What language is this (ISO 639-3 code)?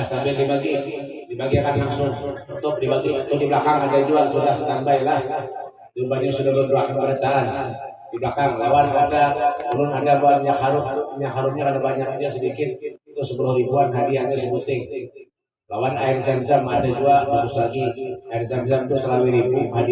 bjn